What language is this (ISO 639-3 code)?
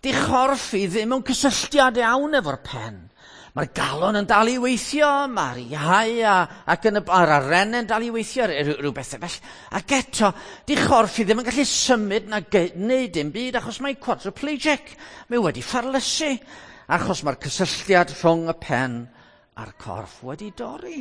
cym